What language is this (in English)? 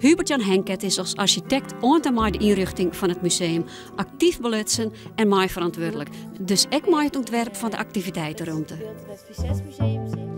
Western Frisian